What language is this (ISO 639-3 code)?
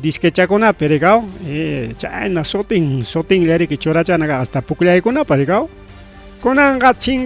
quy